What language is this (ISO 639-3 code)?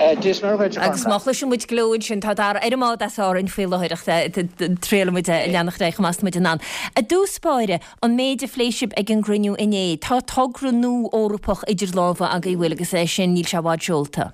gle